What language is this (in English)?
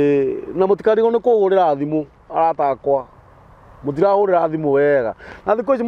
Kikuyu